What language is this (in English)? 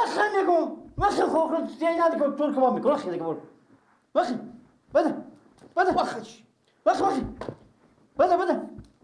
Persian